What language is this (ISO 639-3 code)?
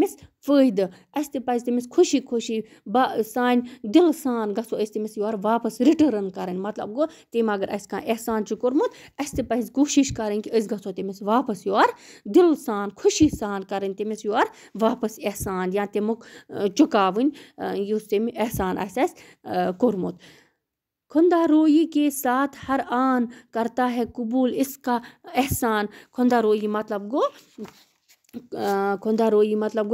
kas